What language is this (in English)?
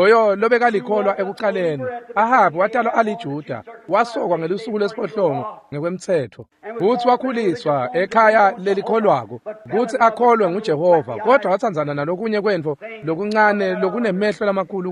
Swati